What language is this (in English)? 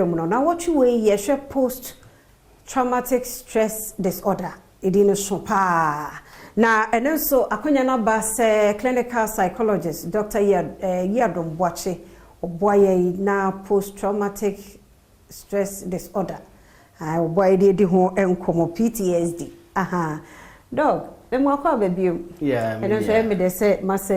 Akan